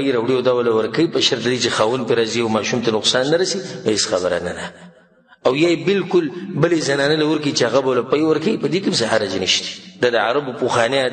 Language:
Pashto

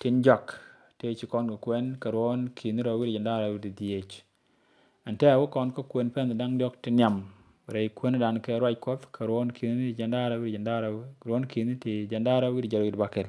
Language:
Nuer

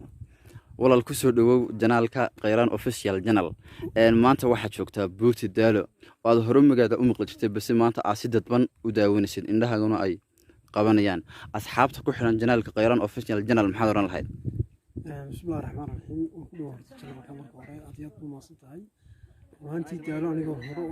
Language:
Somali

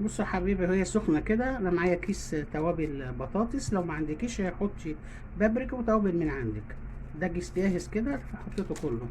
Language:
Egyptian Arabic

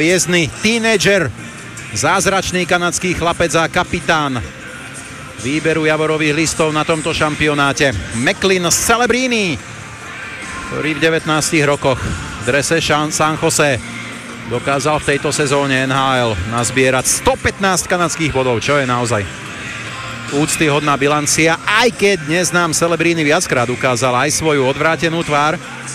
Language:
Slovak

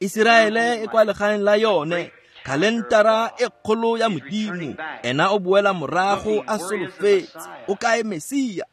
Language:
Tswana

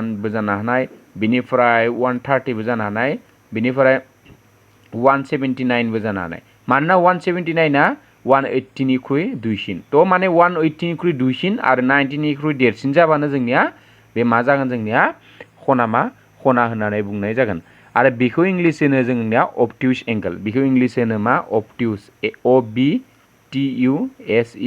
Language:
Bodo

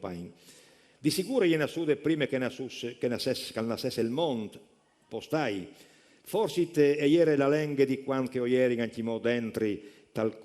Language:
Friulian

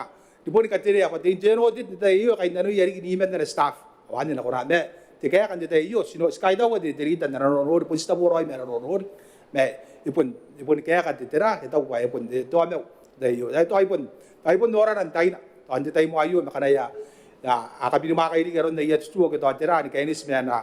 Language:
Gilbertese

